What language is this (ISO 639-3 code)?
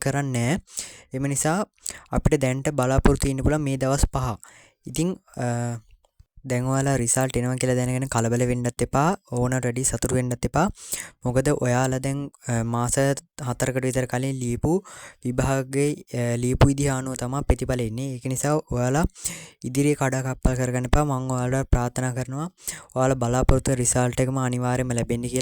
sin